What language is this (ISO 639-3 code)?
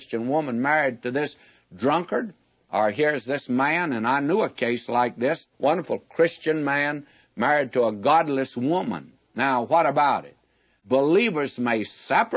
eng